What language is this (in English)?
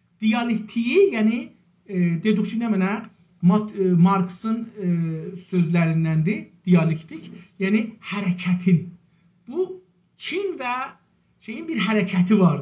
South Azerbaijani